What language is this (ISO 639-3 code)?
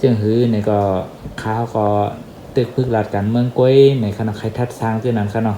shn